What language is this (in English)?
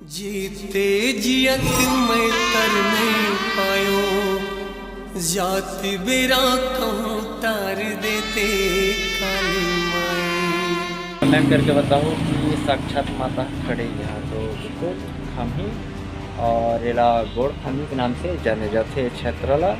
Chhattisgarhi